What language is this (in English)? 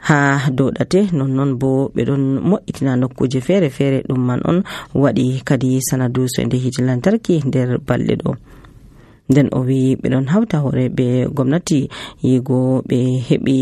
Nigerian Fulfulde